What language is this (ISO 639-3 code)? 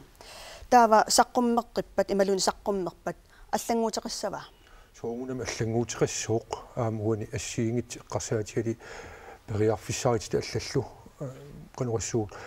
kal